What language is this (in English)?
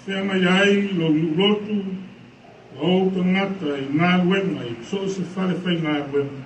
Samoan